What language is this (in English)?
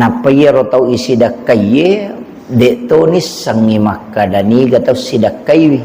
Buginese